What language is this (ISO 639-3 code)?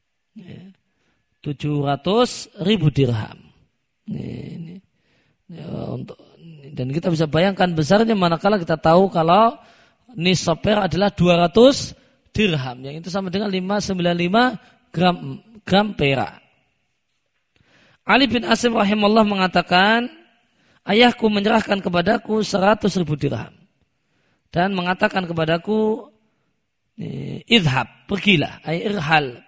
ind